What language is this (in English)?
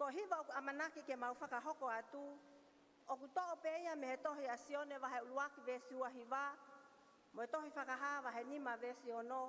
Tongan